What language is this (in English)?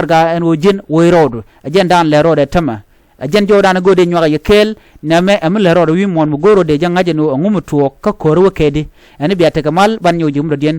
Nuer